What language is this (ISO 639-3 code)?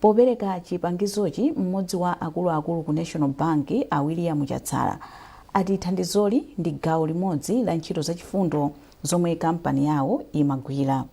nya